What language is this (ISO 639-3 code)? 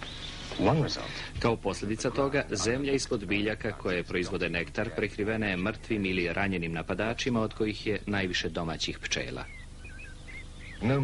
srp